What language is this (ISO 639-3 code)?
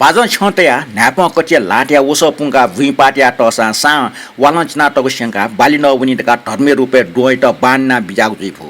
new